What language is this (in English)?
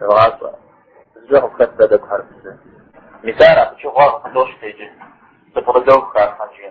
Kabardian